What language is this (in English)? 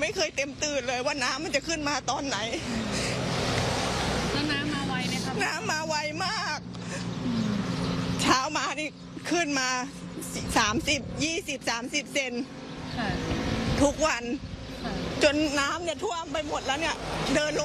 Thai